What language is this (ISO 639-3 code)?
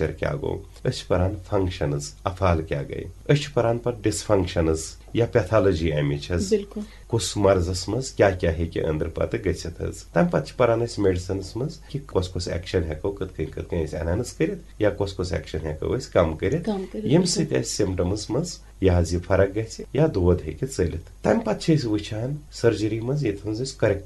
kas